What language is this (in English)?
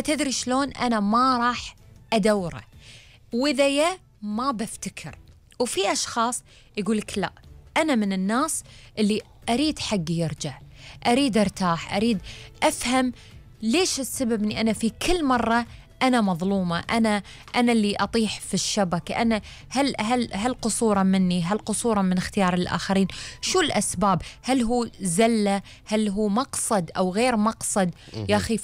Gulf Arabic